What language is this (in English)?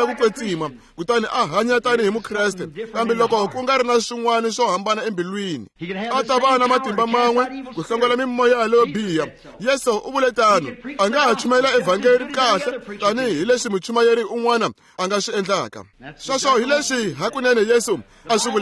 Tsonga